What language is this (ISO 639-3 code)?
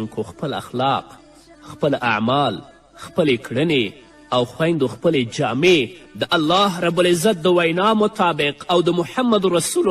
pus